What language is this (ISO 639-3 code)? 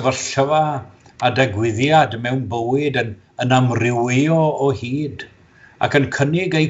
cym